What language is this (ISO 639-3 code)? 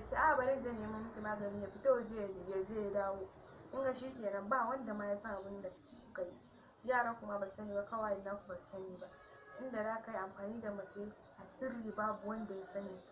hau